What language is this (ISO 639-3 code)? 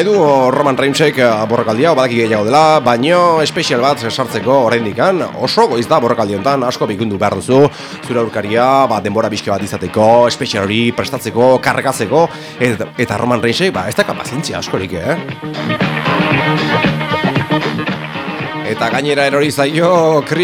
eus